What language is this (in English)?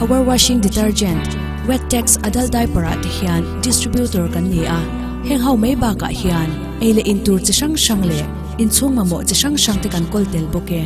Mizo